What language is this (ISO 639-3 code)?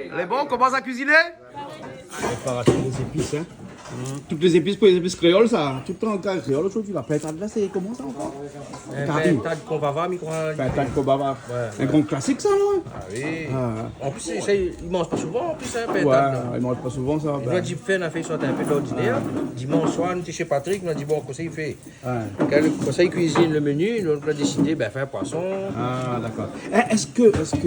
rcf